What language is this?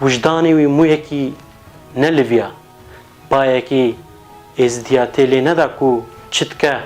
Kurdish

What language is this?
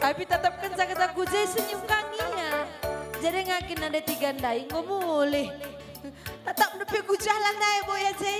Batak Karo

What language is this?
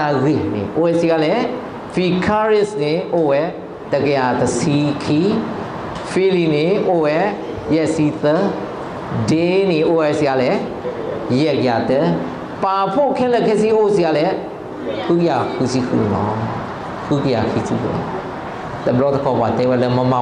S'gaw Karen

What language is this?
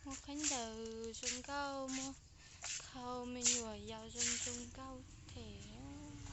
Hmong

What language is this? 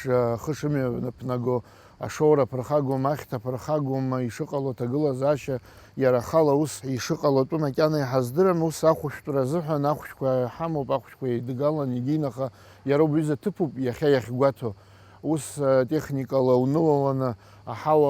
Abkhazian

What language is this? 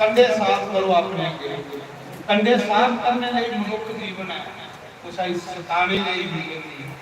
Dogri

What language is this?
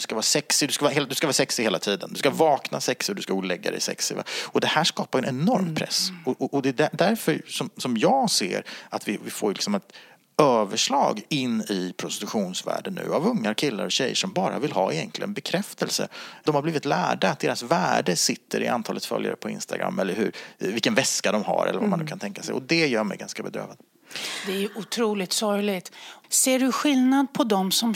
Swedish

